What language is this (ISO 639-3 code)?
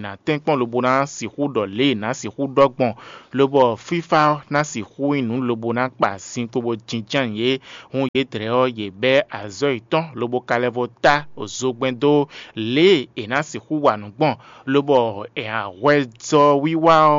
fon